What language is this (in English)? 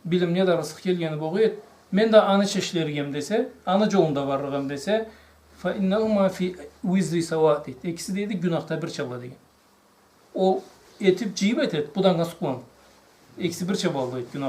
Karachay-Balkar